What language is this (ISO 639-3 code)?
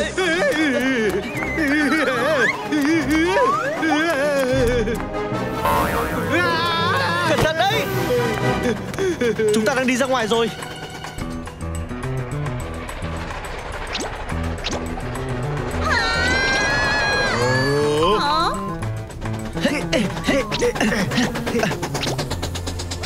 vie